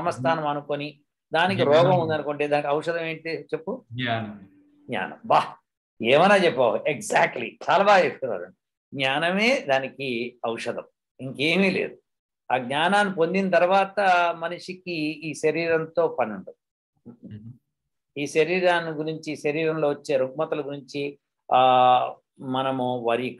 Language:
Telugu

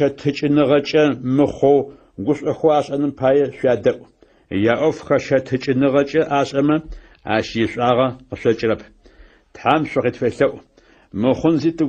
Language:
Adyghe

